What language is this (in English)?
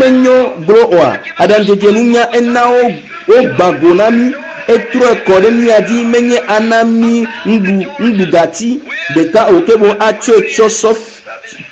Ewe